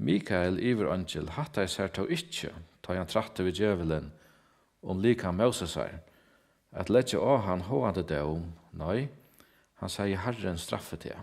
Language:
Faroese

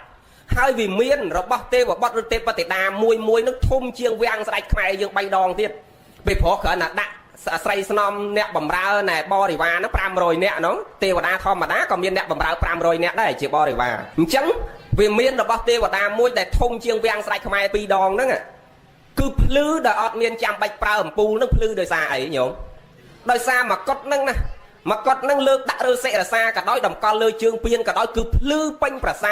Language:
Khmer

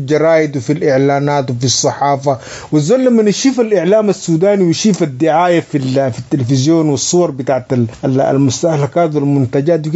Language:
Sudanese Arabic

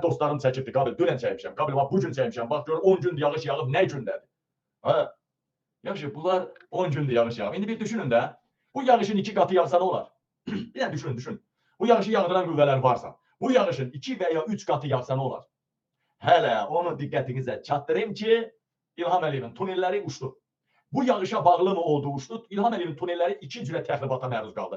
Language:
Azerbaijani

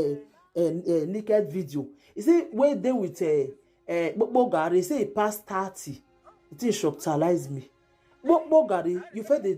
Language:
Nigerian Pidgin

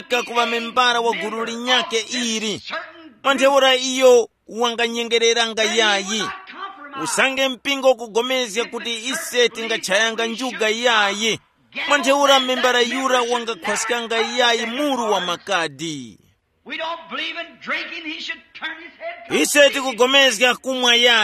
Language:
Tumbuka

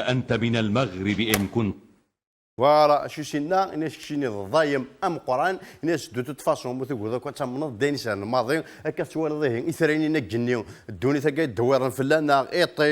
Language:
Kabyle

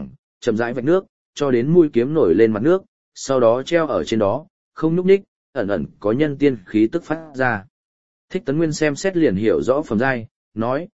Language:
Vietnamese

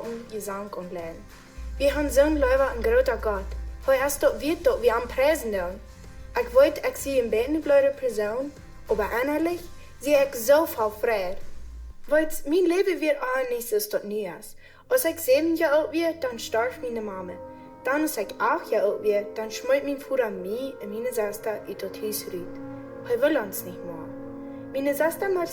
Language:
Plautdietsch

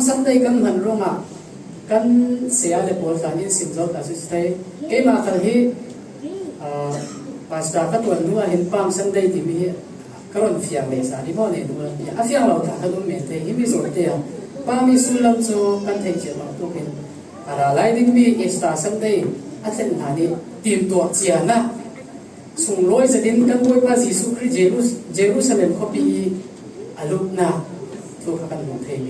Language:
Falam Chin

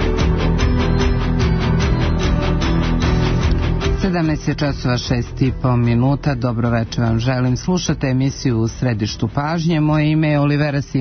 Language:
Serbian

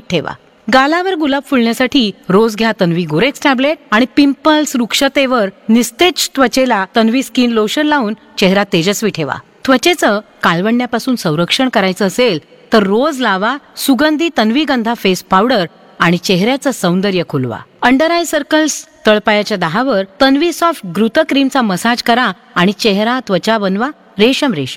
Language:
Marathi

